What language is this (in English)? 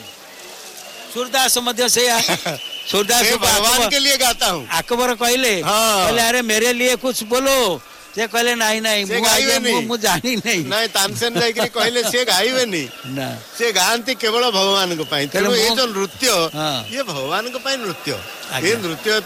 Odia